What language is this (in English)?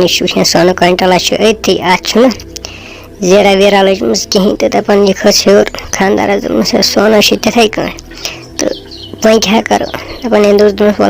Kashmiri